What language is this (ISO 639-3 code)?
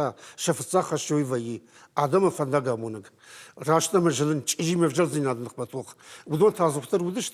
oss